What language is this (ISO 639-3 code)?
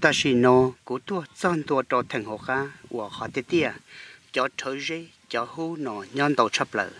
hmn